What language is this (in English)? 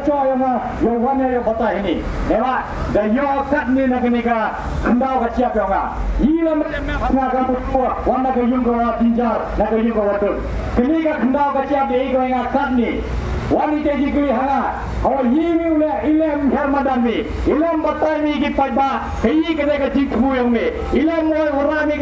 Khasi